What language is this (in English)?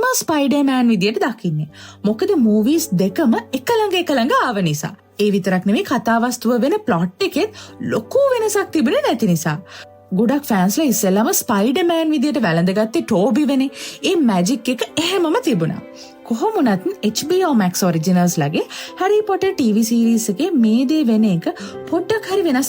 Sinhala